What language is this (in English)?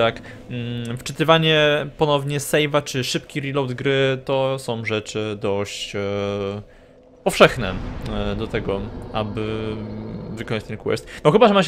Polish